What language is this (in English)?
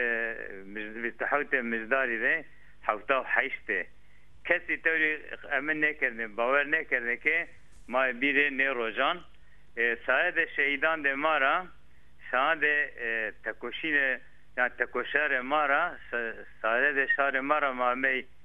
Zaza